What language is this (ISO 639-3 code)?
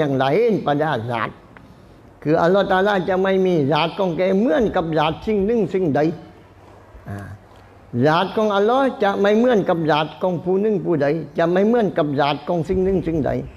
tha